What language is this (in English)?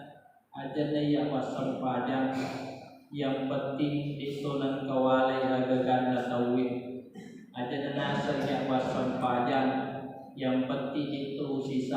Buginese